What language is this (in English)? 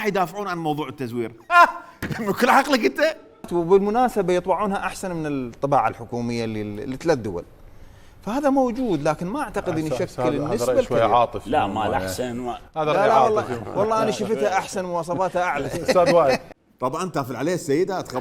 Mesopotamian Arabic